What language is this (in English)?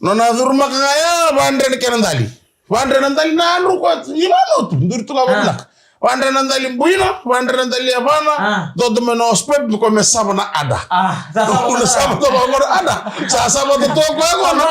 Fijian